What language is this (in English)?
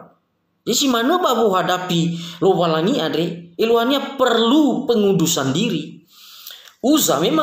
Nias